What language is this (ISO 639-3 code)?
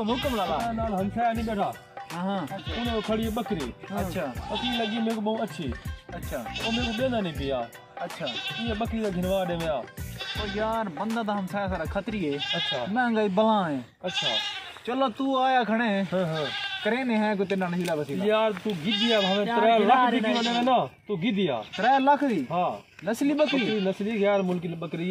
skr